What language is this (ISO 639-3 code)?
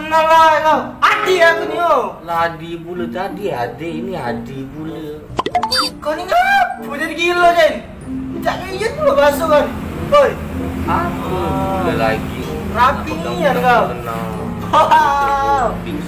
mui